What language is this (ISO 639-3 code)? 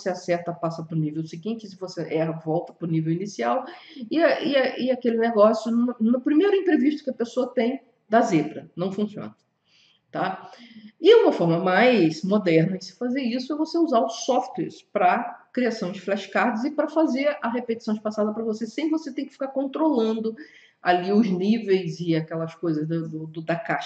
por